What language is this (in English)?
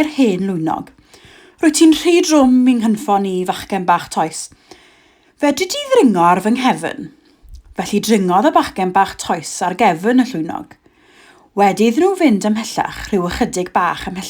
Welsh